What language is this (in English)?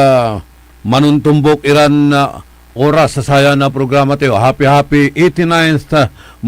Pangasinan